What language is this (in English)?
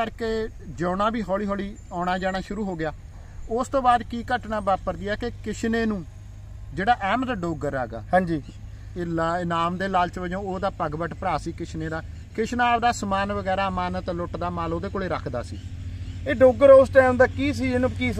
Punjabi